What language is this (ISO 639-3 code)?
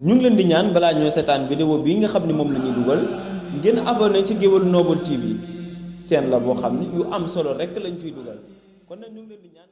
wol